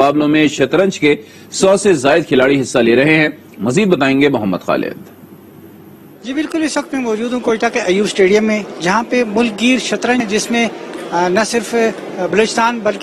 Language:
Urdu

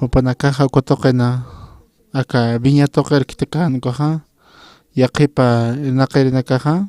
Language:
Aymara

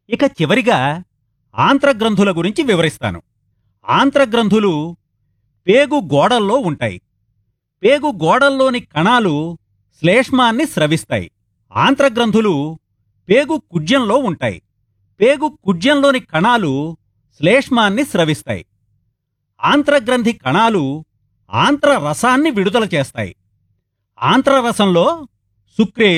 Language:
Telugu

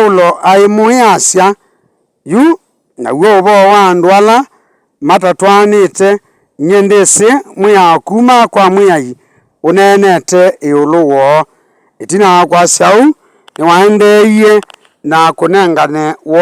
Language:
Kamba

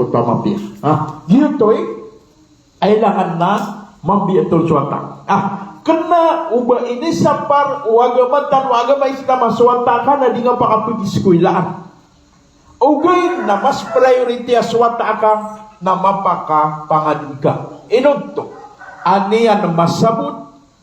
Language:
Maranao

